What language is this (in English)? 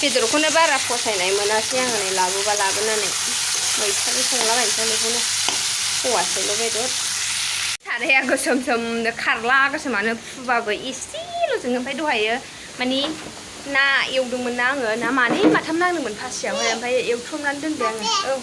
Bodo